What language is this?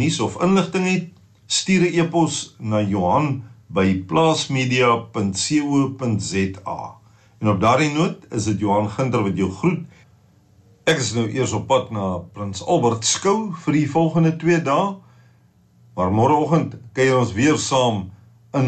Afrikaans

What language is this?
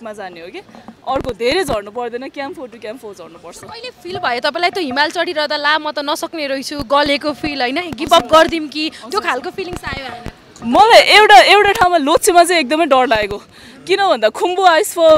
Nepali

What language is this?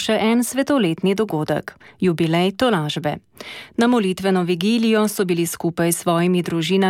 Slovenian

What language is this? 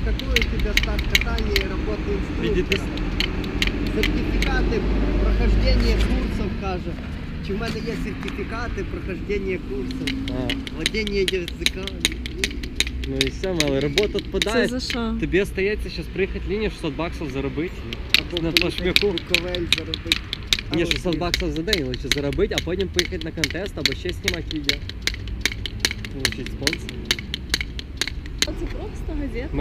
Ukrainian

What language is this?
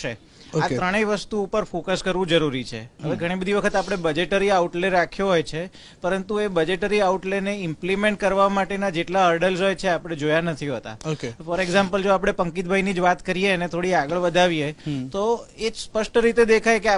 Gujarati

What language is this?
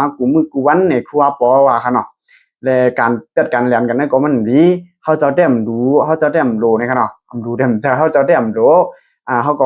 Shan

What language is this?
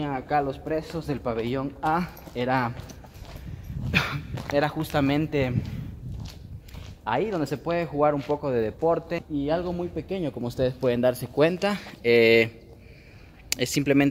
Spanish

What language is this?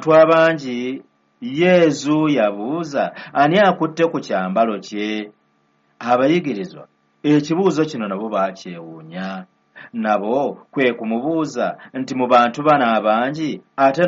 Ganda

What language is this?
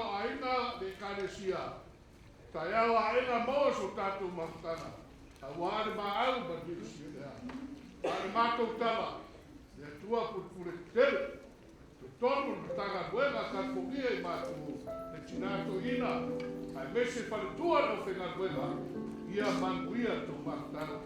Samoan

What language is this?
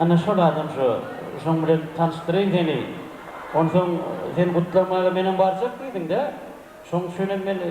Turkmen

